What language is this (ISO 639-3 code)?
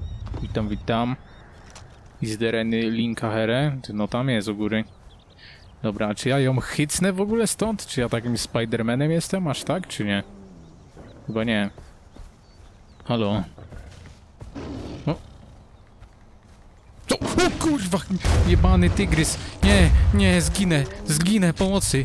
pol